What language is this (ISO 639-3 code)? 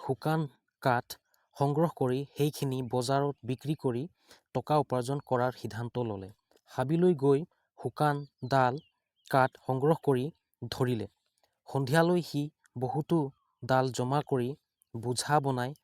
asm